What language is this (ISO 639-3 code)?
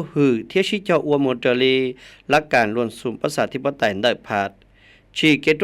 hmn